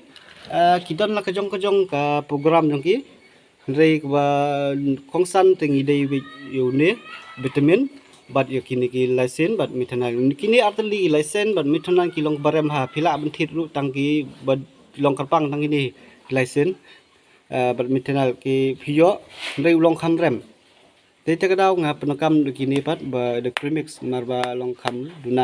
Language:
Khasi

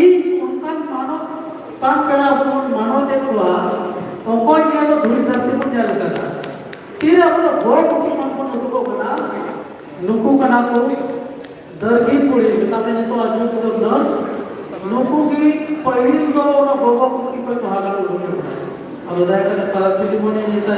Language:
Santali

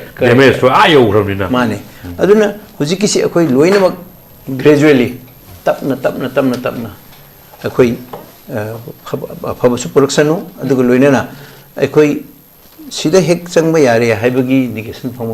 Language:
Manipuri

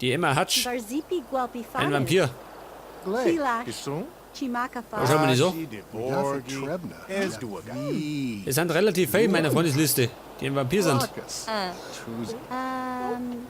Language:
Bavarian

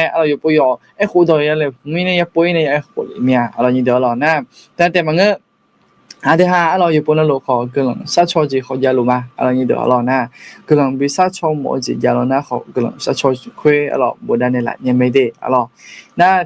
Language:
Akha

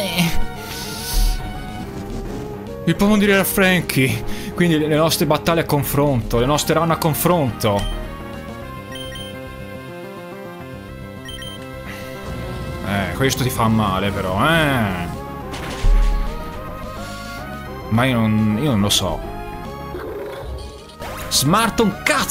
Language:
Italian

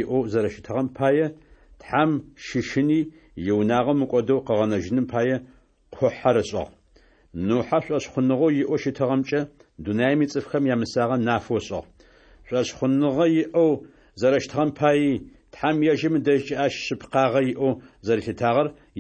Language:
Adyghe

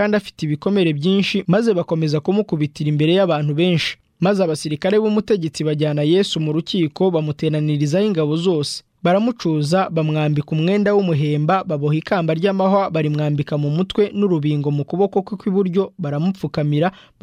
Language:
Kinyarwanda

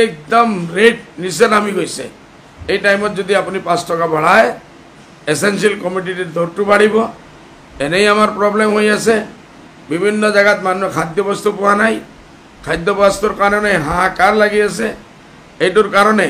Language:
Assamese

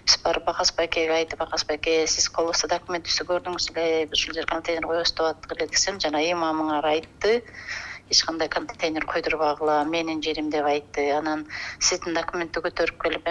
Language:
Kyrgyz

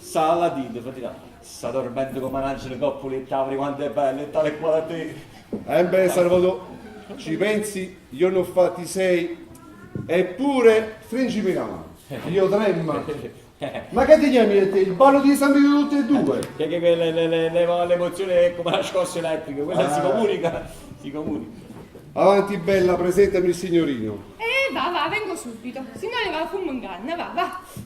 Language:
Neapolitan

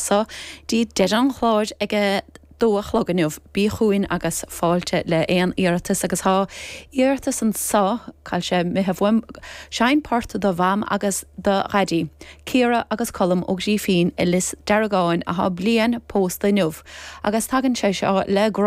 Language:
Irish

